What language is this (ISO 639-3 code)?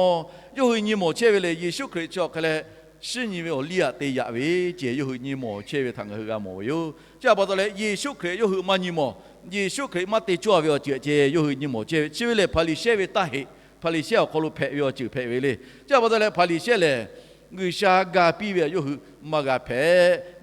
lhu